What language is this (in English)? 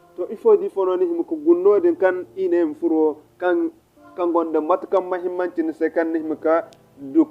Zarma